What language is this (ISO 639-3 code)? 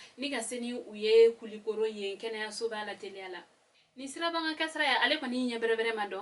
bam